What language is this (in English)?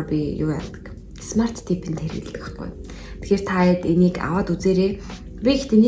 Mongolian